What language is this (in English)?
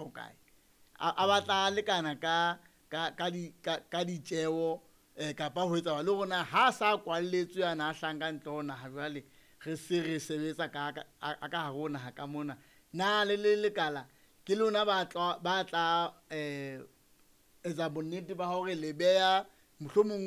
Southern Sotho